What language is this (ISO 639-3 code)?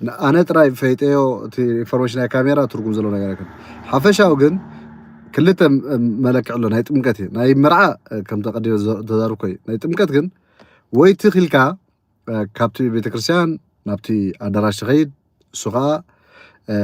tir